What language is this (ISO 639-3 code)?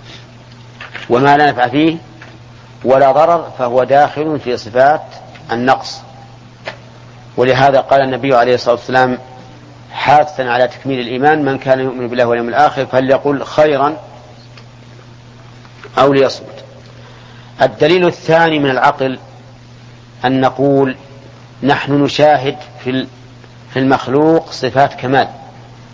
ara